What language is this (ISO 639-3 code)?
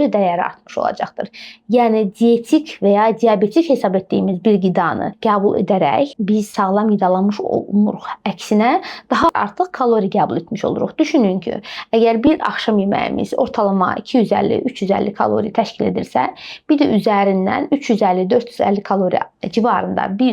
aze